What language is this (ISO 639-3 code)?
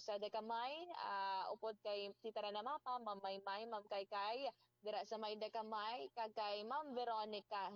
hil